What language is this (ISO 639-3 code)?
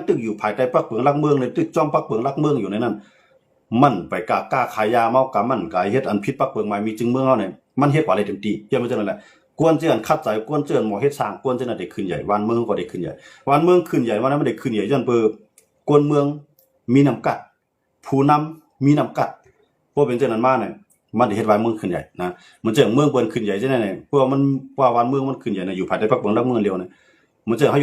shn